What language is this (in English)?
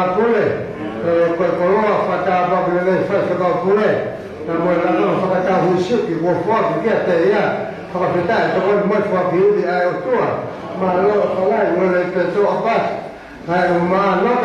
Tongan